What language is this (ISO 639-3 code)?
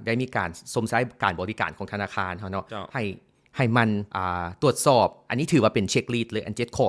lao